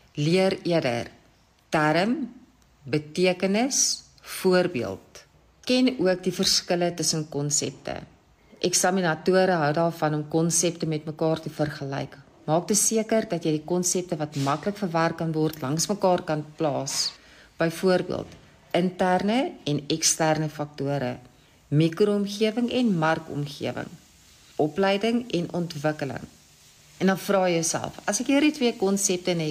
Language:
Afrikaans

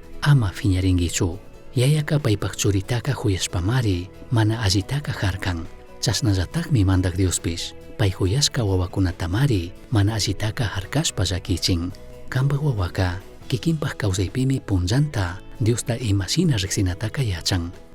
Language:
Chimborazo Highland Quichua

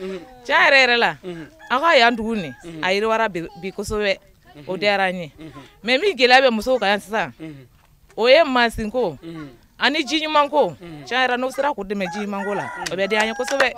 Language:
Bambara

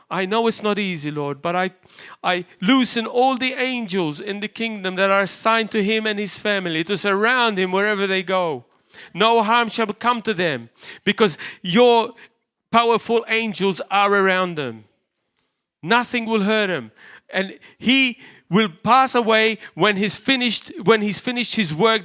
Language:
English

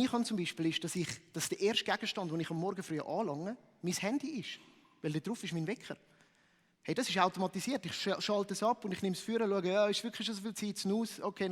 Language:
Swiss German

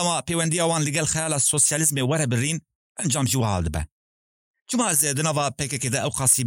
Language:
Kurdish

